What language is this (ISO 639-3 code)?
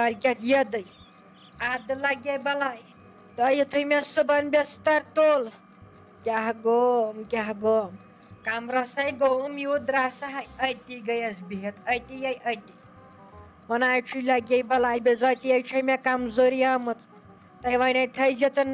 kas